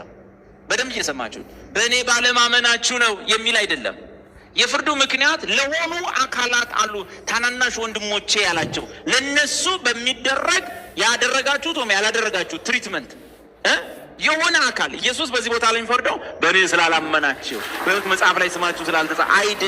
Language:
Amharic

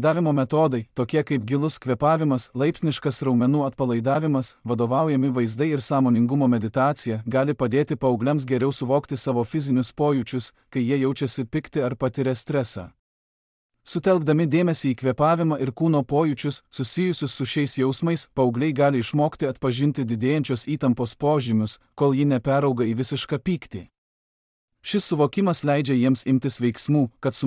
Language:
Lithuanian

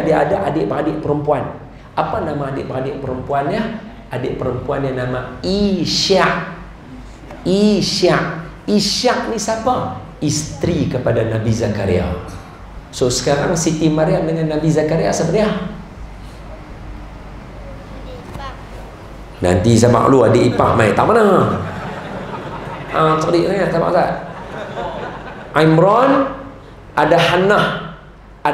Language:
Malay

